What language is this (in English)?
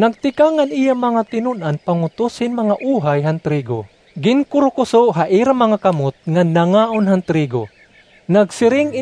Waray